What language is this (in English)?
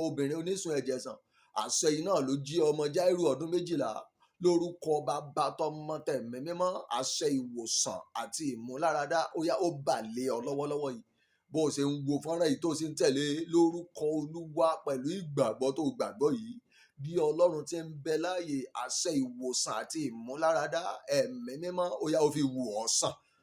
Yoruba